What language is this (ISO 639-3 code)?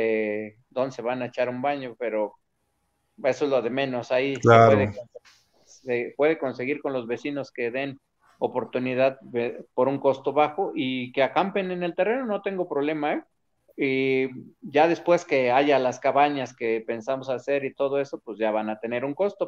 spa